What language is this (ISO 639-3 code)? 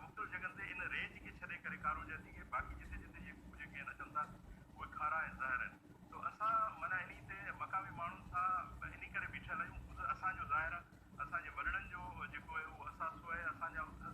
snd